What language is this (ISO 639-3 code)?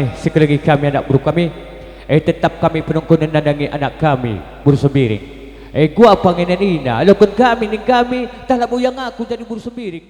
btx